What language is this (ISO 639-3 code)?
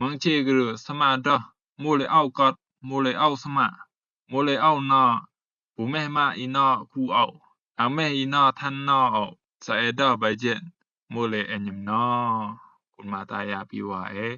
rbb